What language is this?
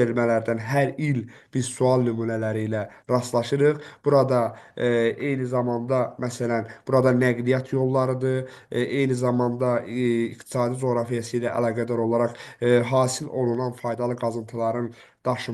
Azerbaijani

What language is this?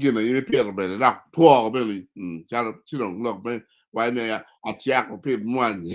Acoli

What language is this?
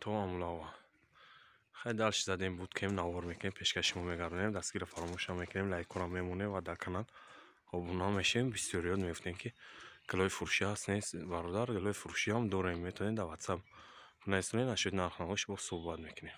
Tajik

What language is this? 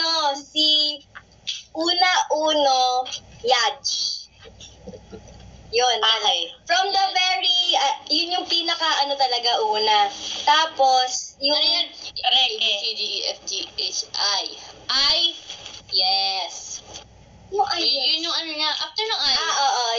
Filipino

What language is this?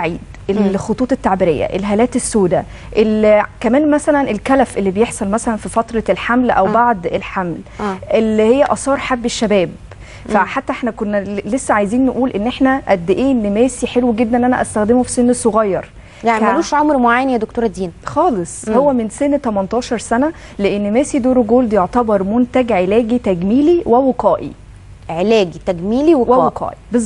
Egyptian Arabic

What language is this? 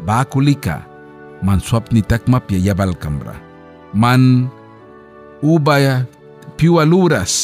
Mískito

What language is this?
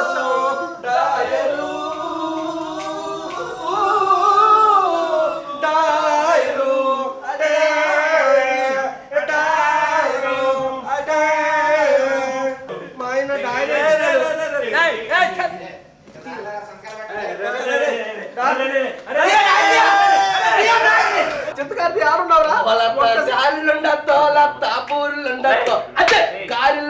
Telugu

